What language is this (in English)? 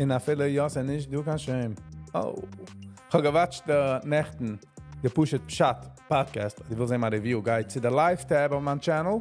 Yiddish